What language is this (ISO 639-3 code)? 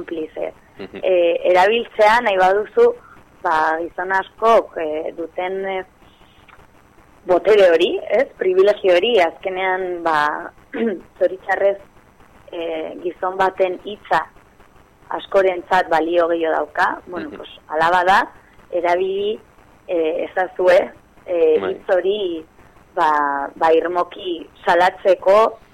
eus